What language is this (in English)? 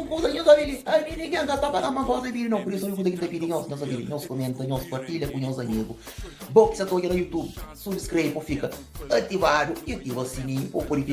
Kabuverdianu